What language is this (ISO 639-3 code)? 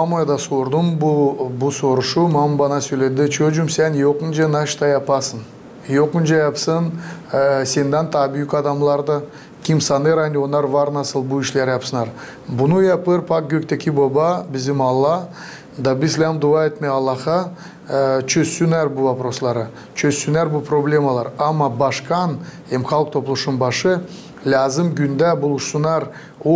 gag